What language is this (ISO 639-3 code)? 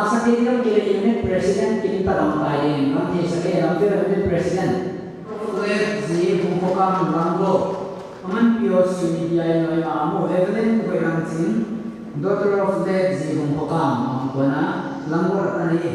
pck